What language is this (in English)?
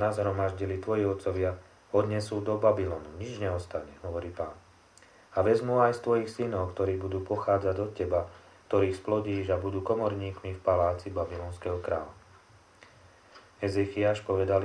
Slovak